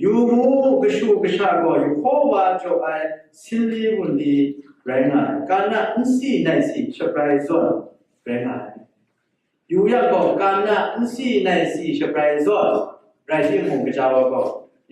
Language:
Kachin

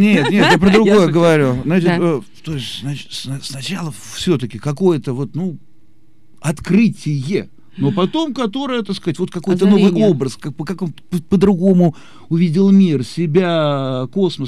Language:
Russian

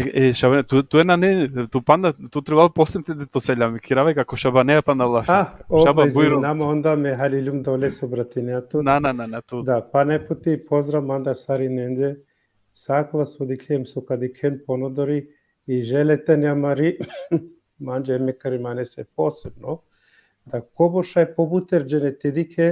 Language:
Balkan Romani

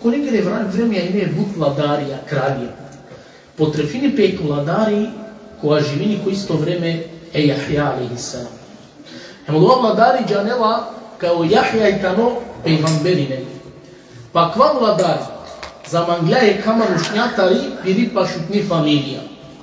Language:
Balkan Romani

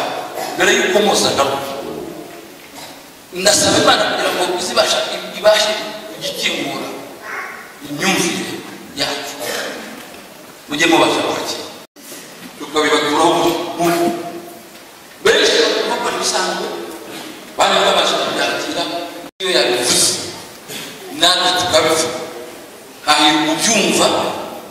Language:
Kinyarwanda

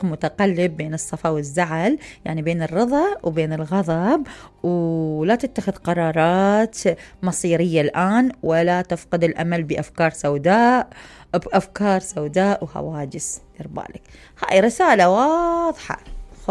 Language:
Mesopotamian Arabic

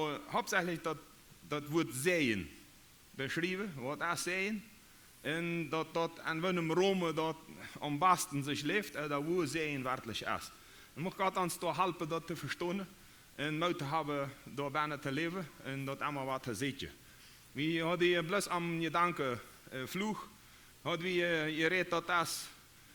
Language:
Plautdietsch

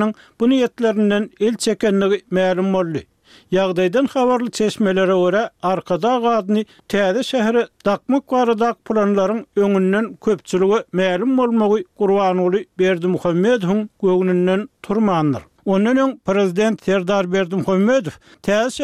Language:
Turkmen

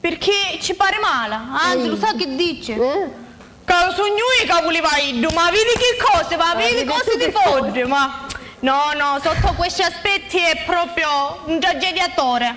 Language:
Sicilian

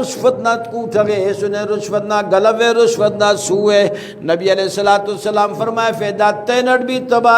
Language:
Brahui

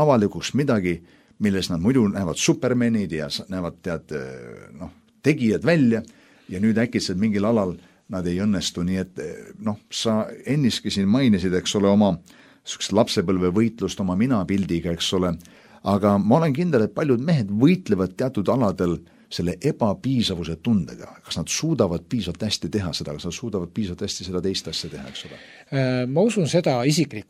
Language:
Estonian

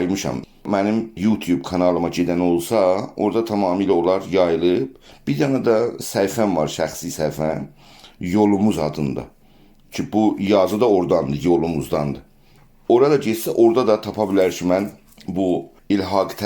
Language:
South Azerbaijani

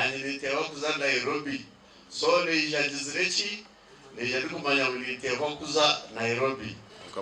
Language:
Nyankole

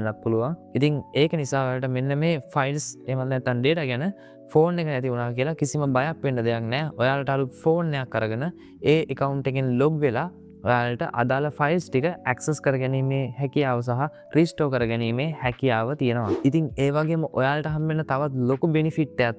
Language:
Sinhala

